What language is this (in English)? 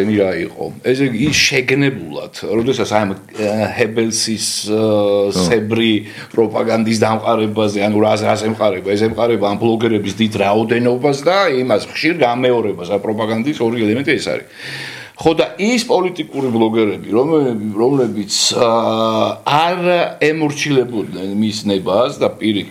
Georgian